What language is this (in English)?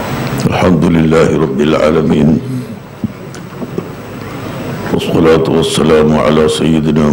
Malayalam